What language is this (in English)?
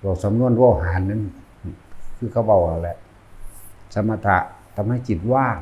Northeastern Thai